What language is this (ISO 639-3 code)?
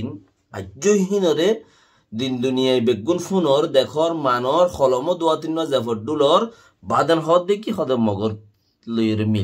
rhg